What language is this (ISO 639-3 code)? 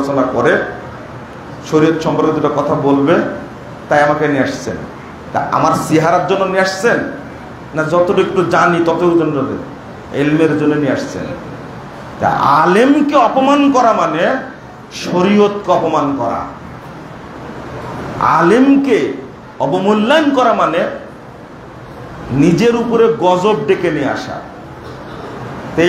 ben